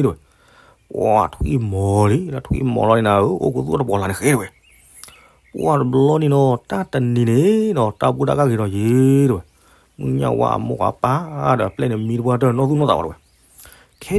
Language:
S'gaw Karen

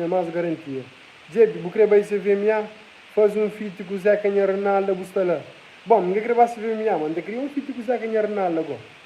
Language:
Kabuverdianu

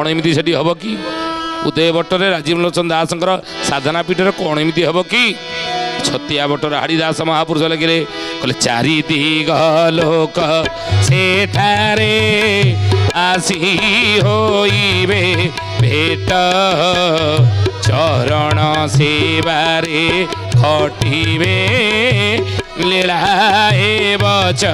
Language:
Odia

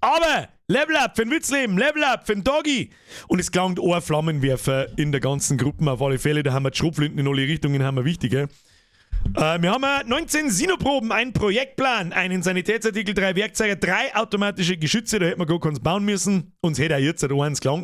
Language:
Bavarian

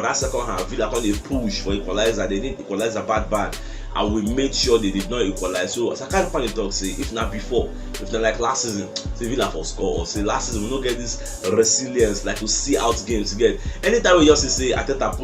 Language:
Nigerian Pidgin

